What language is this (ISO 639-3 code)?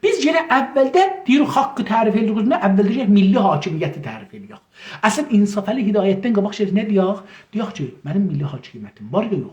azb